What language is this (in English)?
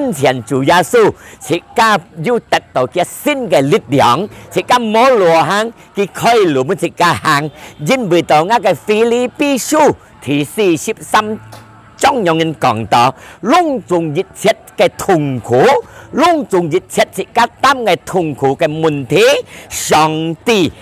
Hakka Chinese